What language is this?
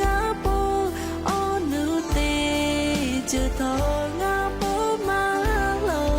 Lahu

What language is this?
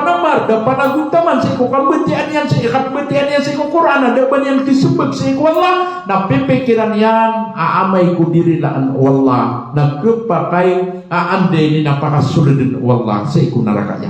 Maranao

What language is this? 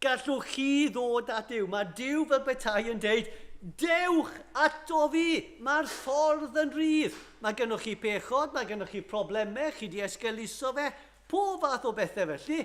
Welsh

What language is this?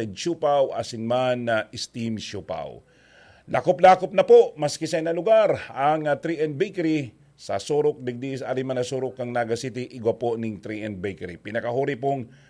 Bikol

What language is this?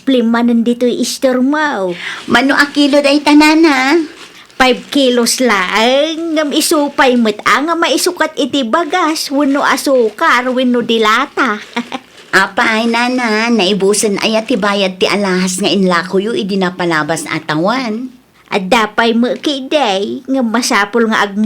Iloko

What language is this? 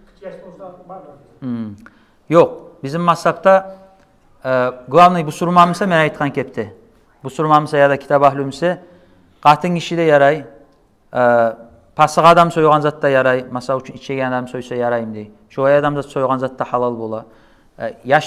Kumyk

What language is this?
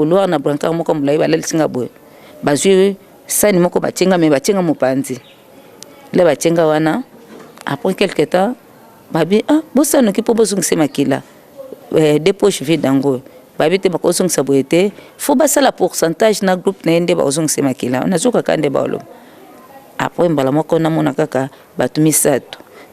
Lingala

